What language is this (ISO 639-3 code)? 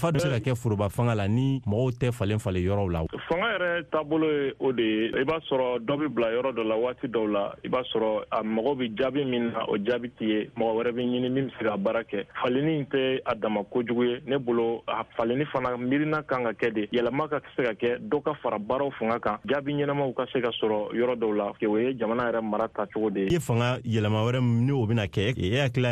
bam